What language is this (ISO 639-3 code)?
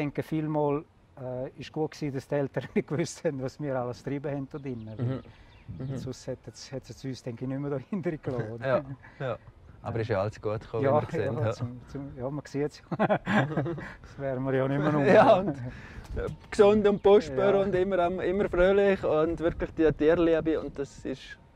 gsw